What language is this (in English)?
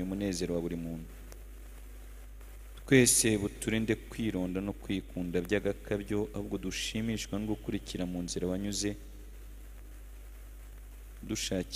Kinyarwanda